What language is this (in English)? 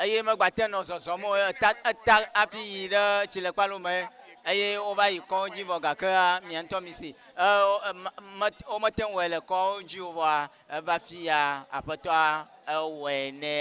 Ewe